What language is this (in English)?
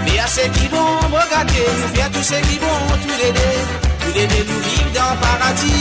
Morisyen